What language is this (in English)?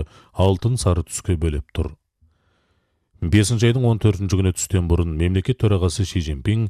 Kazakh